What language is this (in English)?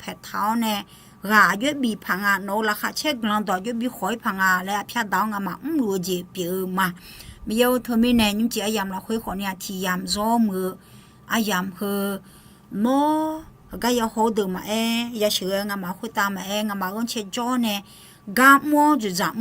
Akha